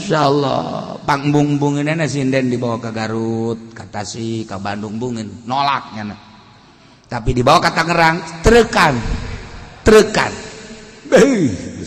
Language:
Sundanese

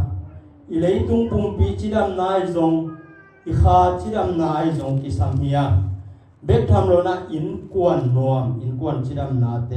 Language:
Tedim Chin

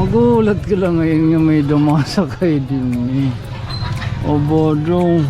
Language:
Waray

